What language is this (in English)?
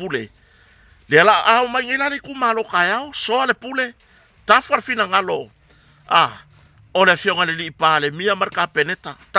Samoan